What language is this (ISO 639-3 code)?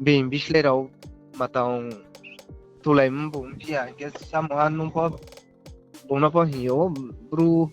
ria